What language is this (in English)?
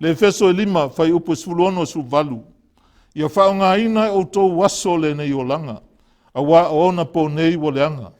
Samoan